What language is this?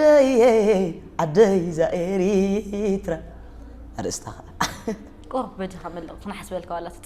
Tigrinya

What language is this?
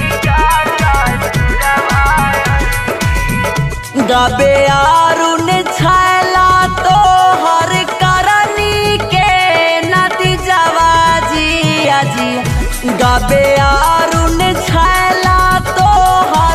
Bhojpuri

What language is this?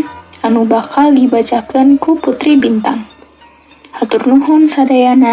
Sundanese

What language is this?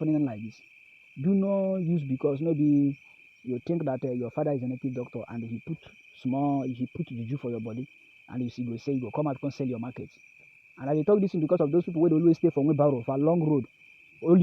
Nigerian Pidgin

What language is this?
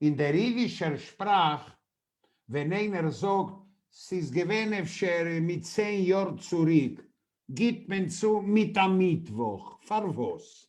Yiddish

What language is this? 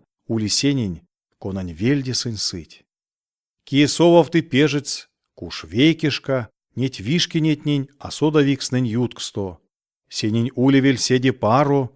Erzya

